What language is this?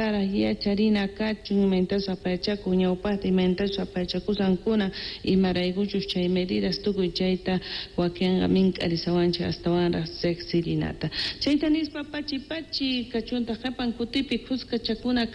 Quechua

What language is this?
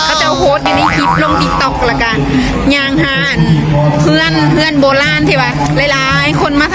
Lao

